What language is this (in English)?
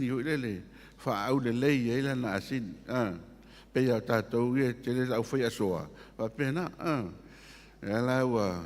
Samoan